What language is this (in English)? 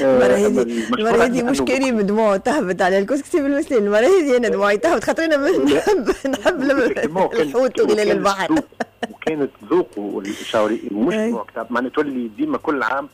Tunisian Arabic